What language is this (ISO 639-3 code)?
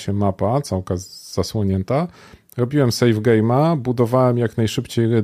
pol